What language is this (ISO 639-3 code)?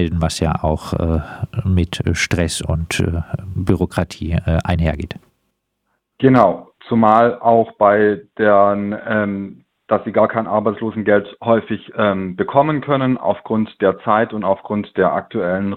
deu